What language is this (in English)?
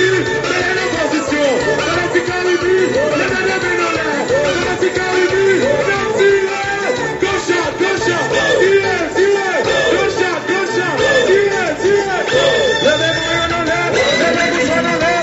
Haitian Creole